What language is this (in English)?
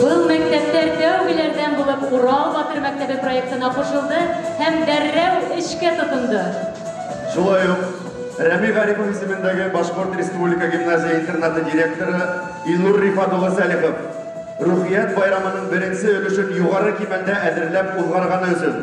Bashkir